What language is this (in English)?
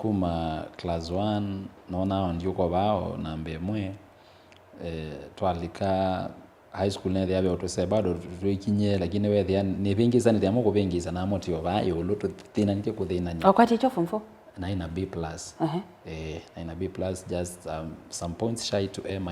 Kamba